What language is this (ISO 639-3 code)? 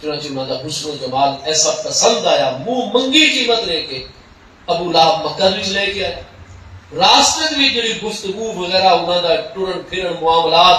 skr